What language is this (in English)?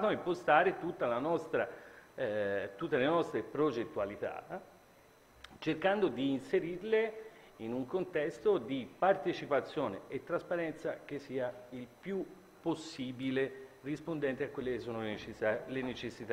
Italian